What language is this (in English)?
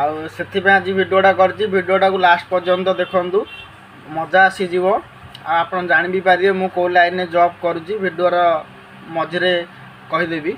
Odia